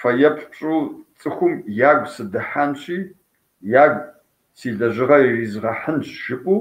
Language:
Kabardian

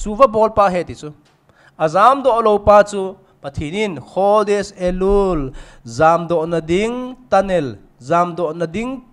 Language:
Thado Chin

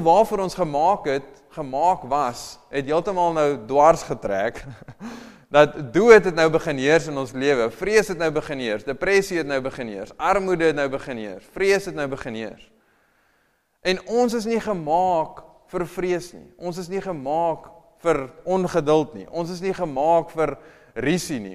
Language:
Afrikaans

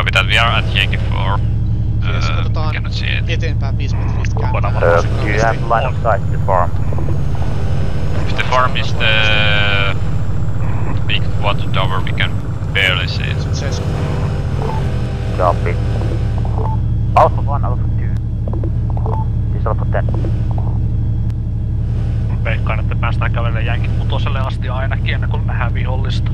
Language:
Finnish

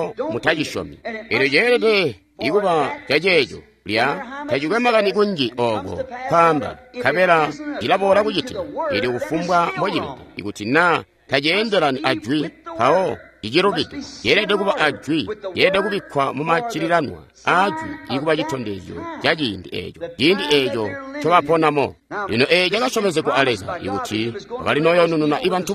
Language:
Tonga (Zambia)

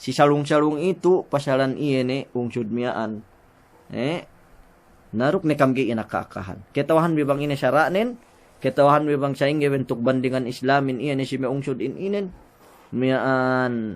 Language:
Yakan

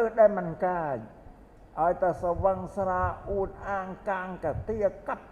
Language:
Khmer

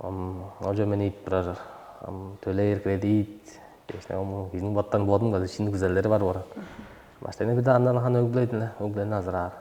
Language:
Tuvinian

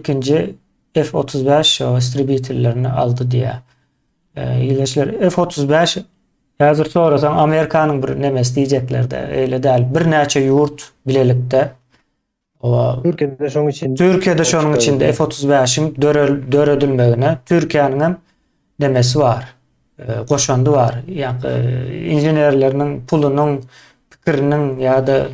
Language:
Turkmen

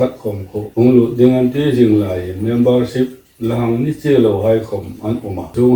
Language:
Hmar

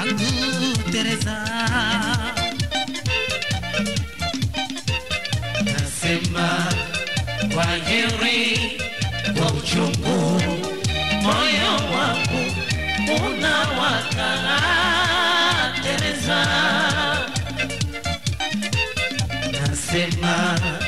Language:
Swahili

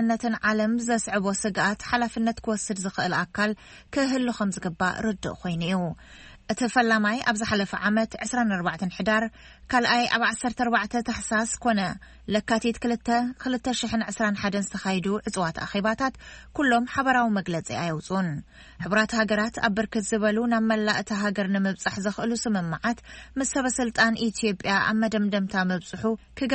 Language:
Tigrinya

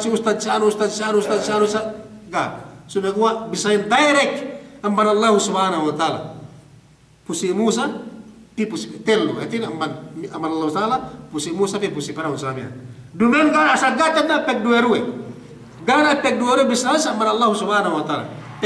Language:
Yakan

